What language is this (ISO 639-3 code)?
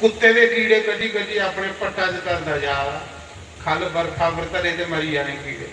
doi